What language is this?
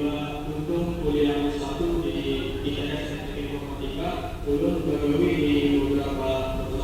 Banjar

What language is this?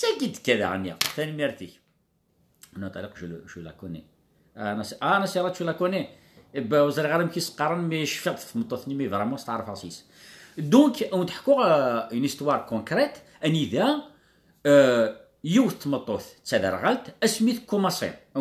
Kabyle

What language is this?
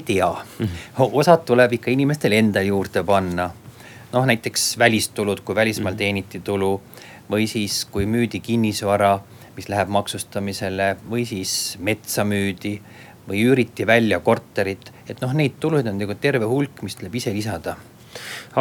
Estonian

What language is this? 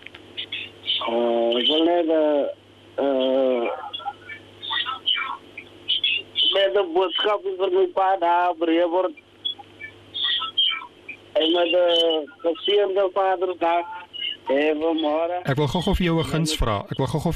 Afrikaans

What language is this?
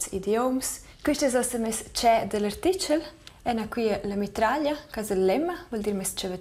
Romansh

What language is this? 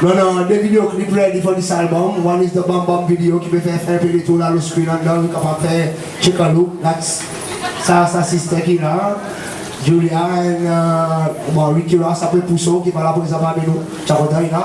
Seselwa Creole French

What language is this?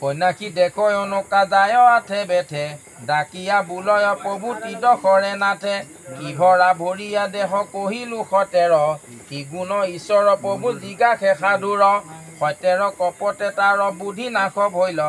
Assamese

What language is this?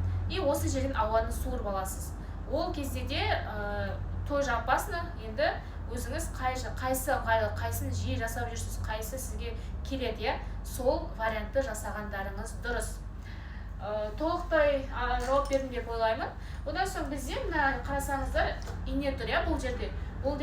Kazakh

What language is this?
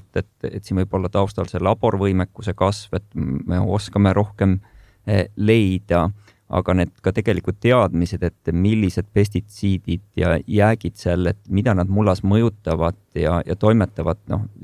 Estonian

